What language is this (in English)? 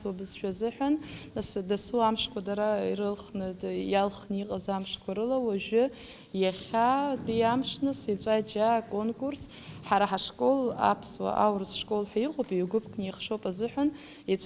Abkhazian